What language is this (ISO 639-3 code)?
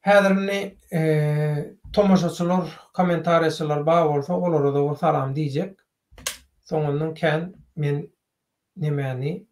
tuk